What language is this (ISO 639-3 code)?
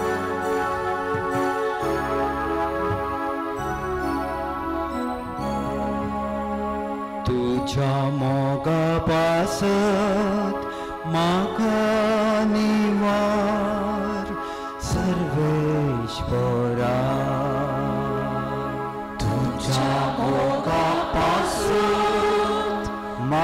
kok